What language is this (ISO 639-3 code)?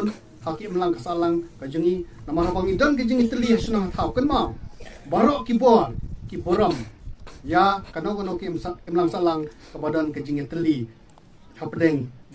kha